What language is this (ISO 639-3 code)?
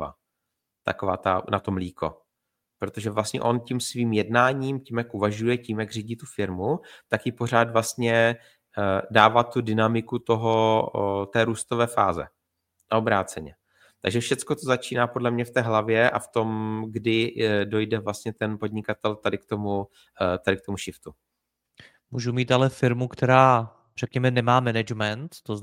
ces